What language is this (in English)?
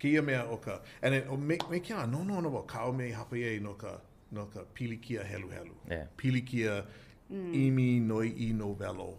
Hawaiian